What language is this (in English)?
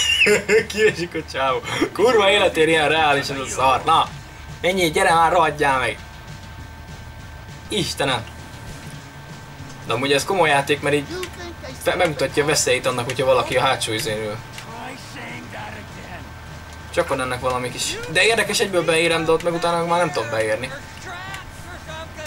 Hungarian